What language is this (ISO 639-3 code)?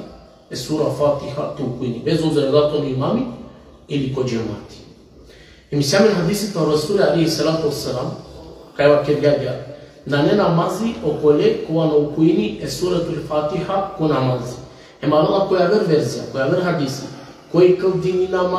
rmn